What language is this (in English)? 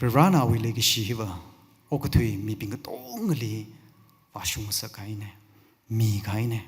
Tangkhul Naga (India)